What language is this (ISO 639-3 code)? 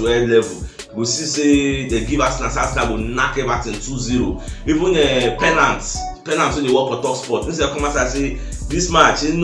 pcm